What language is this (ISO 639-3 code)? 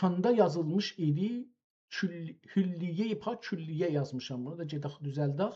azb